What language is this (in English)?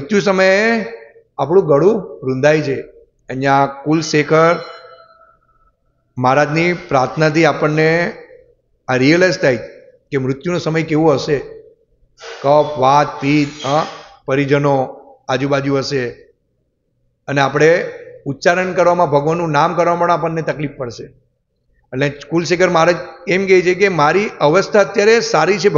Gujarati